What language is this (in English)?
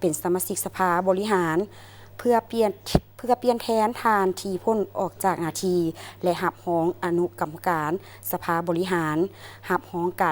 Lao